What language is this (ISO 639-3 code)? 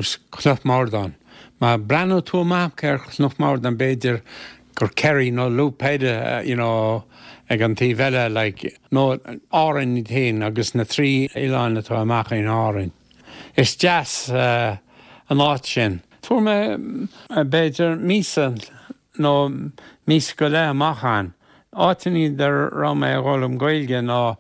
gle